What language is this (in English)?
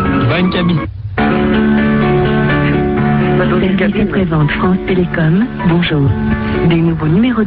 French